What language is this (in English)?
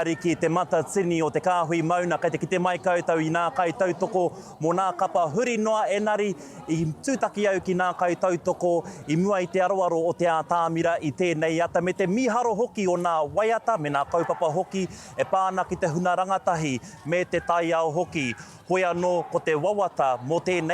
Māori